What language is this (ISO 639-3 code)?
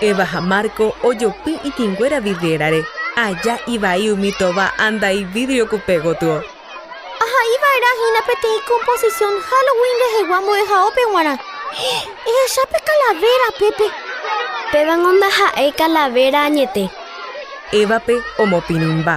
grn